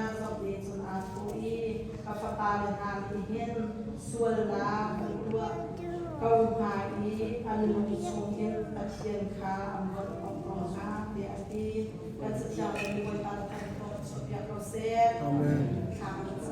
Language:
Hakha Chin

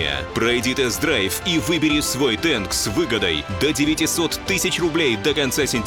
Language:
Russian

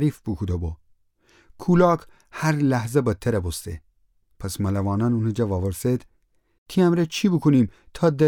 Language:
Gilaki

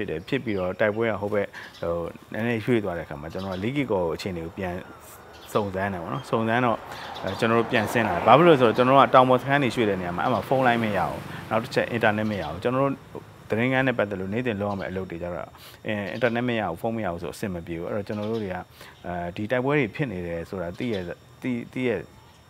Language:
Burmese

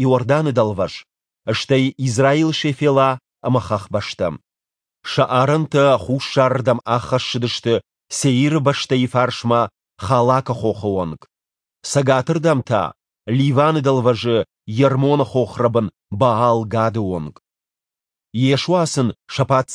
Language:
Ossetic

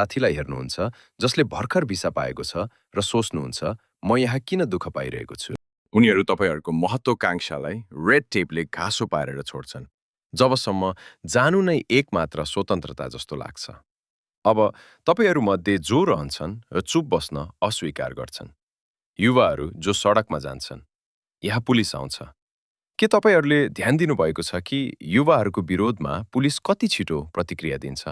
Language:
Nepali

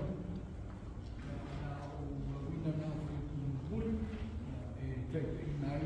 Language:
Samoan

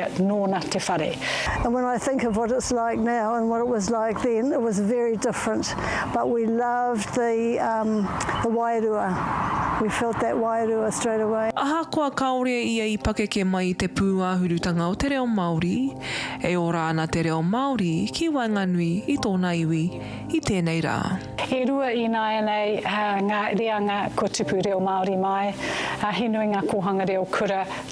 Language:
Māori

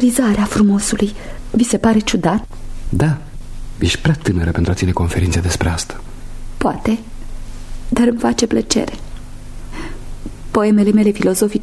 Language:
Romanian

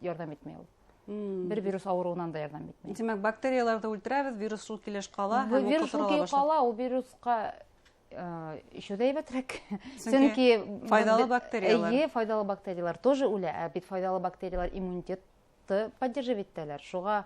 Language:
Bashkir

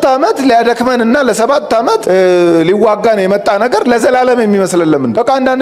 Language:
Amharic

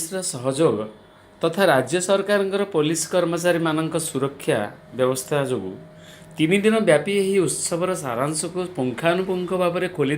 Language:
Odia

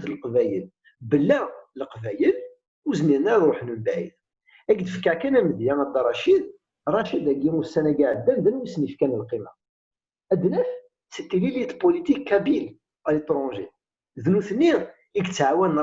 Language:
Kabyle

